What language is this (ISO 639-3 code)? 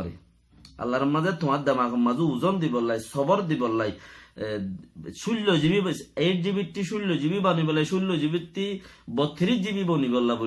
rhg